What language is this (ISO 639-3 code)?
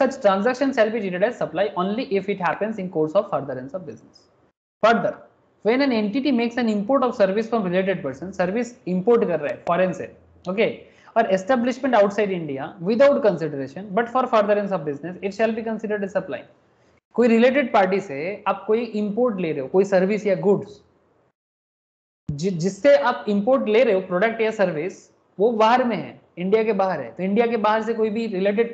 hin